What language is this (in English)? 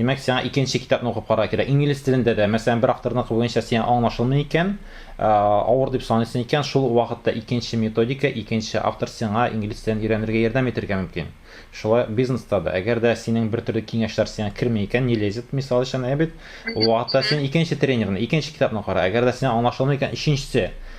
Tatar